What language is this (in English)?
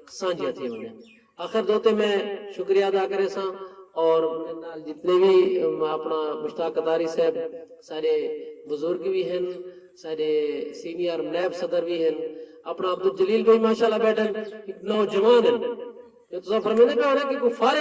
Saraiki